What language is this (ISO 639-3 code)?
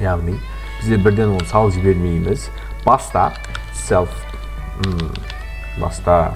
kaa